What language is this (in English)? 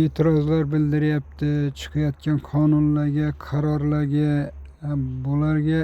Uzbek